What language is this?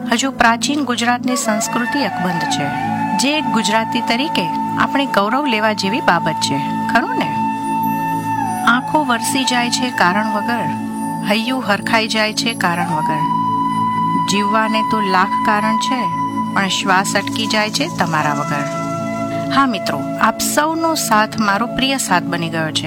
Gujarati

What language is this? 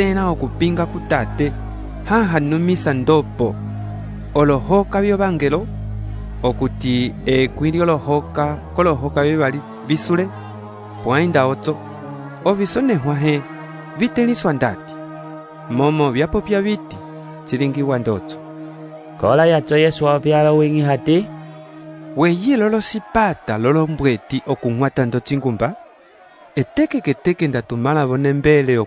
Umbundu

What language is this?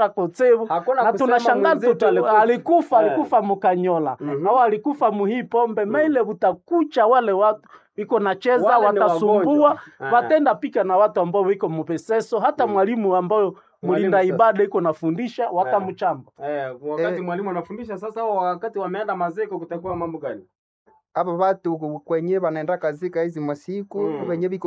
Swahili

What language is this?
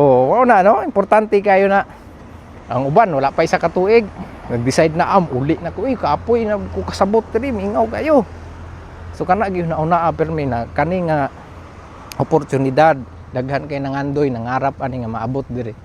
Cebuano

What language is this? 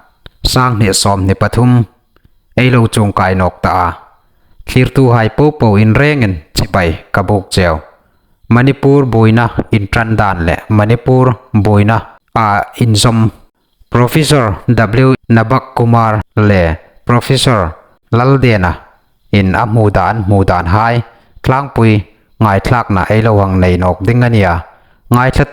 Hmar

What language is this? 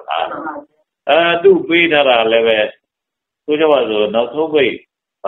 Burmese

